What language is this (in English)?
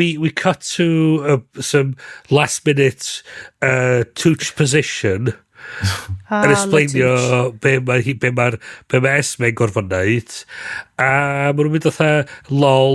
Welsh